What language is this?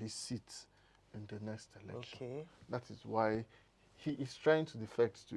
Igbo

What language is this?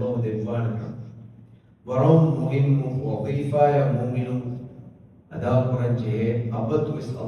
Divehi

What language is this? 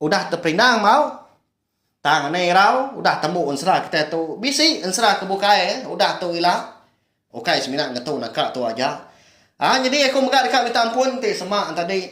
Iban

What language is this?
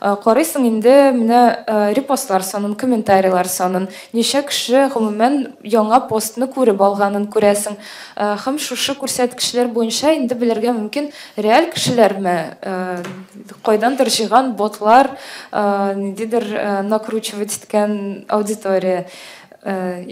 Tatar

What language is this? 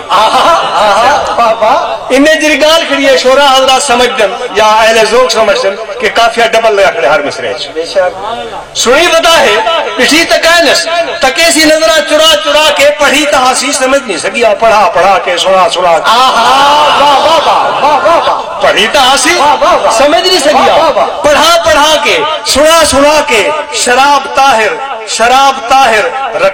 Saraiki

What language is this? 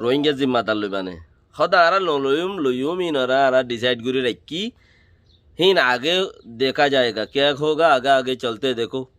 Rohingya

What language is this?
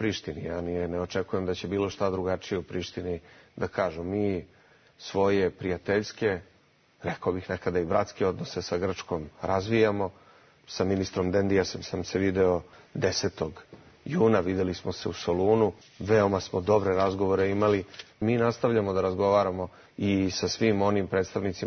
Serbian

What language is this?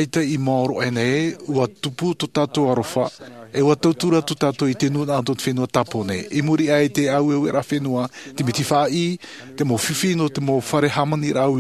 Tahitian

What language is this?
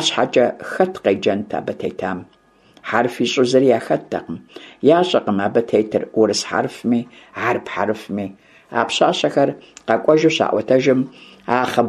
Kabardian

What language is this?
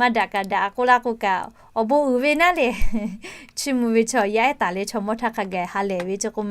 Lahu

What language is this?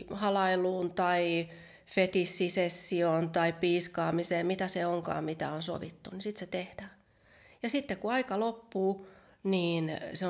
Finnish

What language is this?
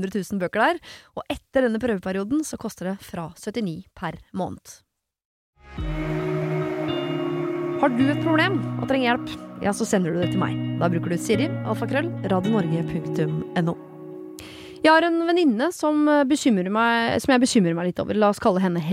Norwegian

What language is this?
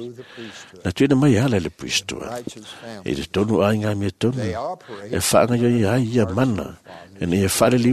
Samoan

